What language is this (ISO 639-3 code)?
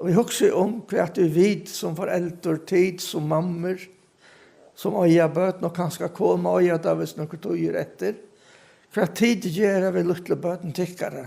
fao